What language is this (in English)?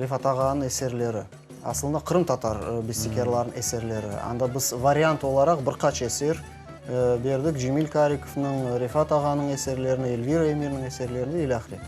Crimean Tatar